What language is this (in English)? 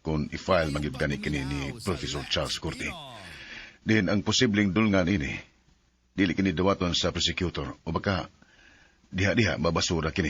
Cebuano